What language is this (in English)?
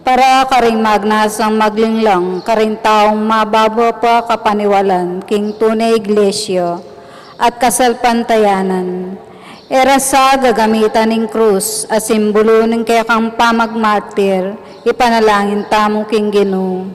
Pampanga